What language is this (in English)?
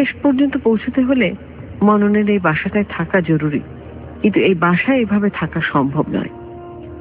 Bangla